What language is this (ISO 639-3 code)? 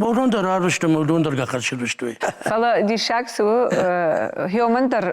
oss